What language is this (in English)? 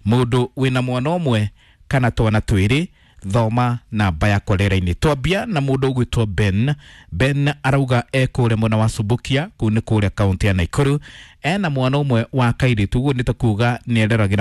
Kikuyu